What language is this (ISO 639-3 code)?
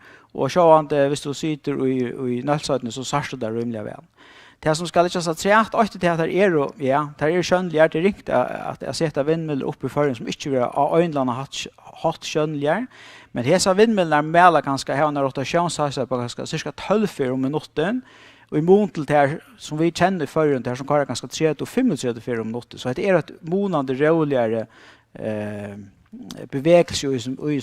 fao